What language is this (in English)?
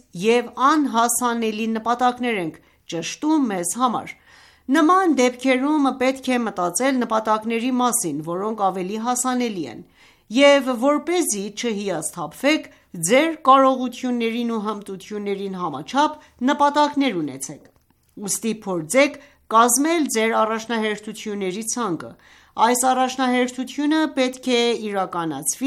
Armenian